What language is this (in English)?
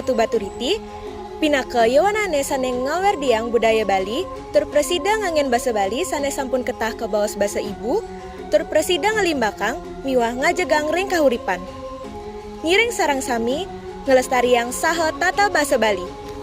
Balinese